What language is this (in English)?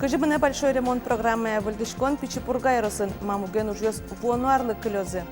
Udmurt